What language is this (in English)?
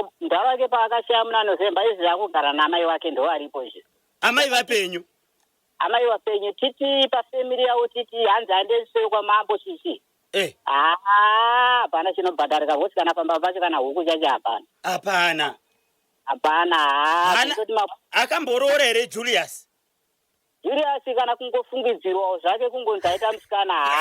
Shona